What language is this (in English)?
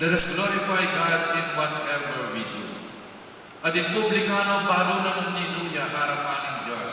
Pampanga